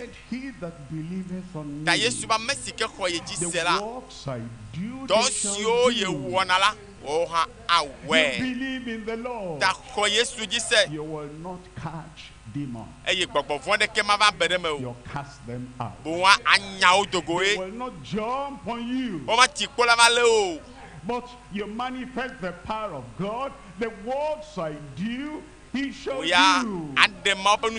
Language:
Ewe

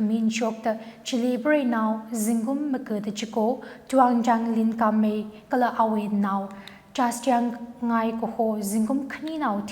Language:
Tangkhul Naga (India)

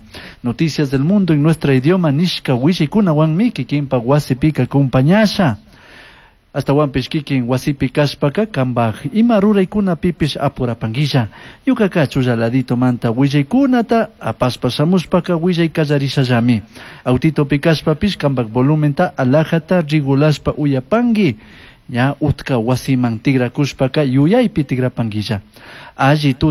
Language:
Chimborazo Highland Quichua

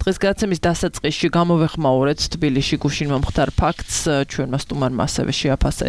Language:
Georgian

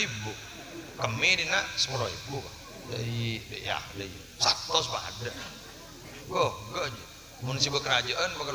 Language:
Madurese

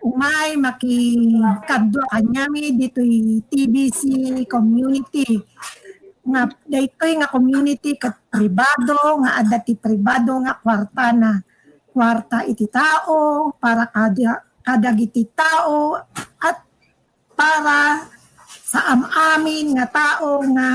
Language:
Iloko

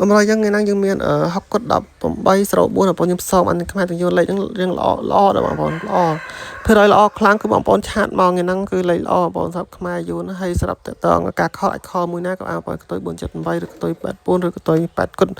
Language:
Khmer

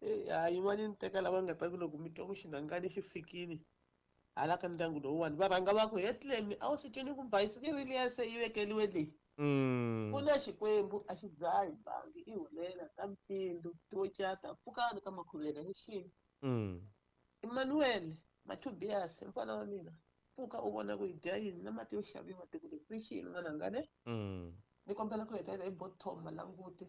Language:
Tsonga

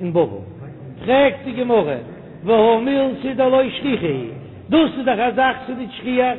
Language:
Yiddish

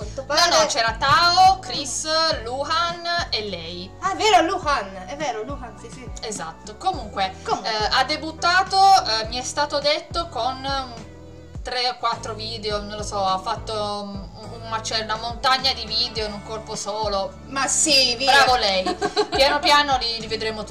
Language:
Italian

